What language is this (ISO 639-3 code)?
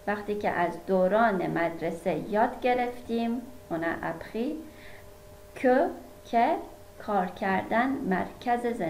fas